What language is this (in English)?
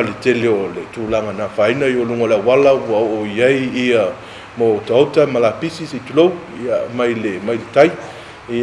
Samoan